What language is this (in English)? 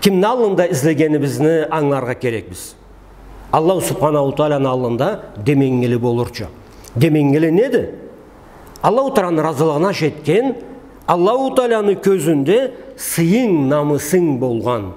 Karachay-Balkar